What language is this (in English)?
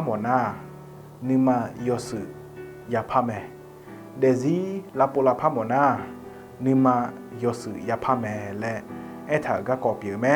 Akha